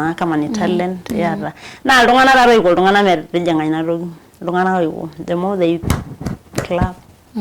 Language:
Masai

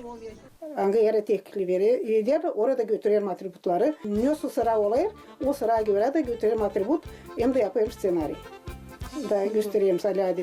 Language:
Gagauz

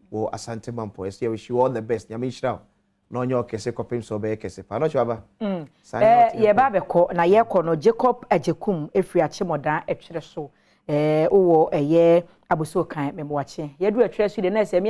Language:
Akan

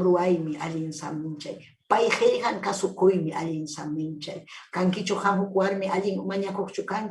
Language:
Ayacucho Quechua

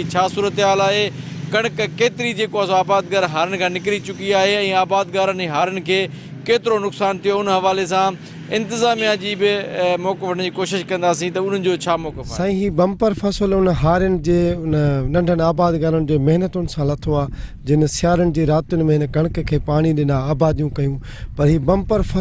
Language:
Sindhi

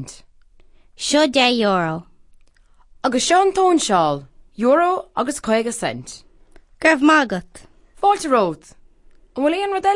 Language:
Irish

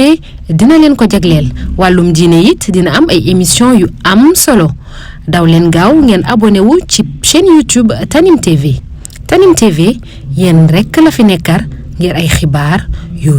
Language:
Wolof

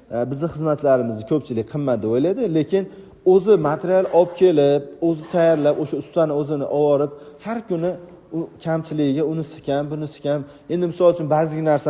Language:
Uzbek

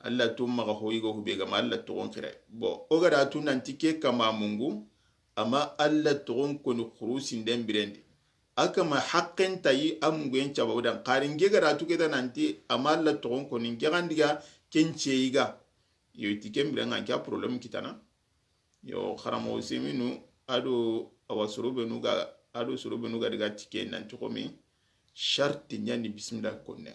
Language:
Soninke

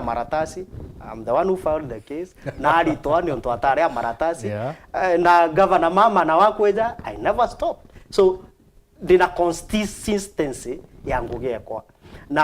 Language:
Meru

